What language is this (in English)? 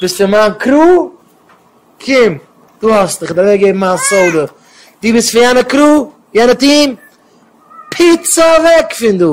Yiddish